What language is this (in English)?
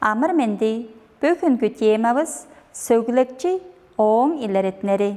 Tuvinian